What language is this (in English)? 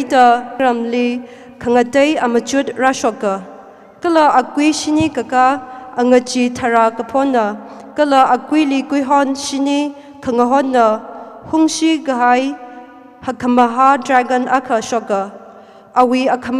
Tangkhul Naga (India)